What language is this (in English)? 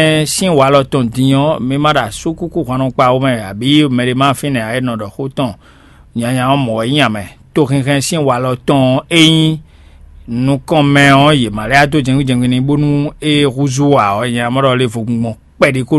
Fon